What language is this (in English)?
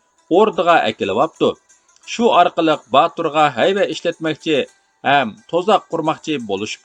Uyghur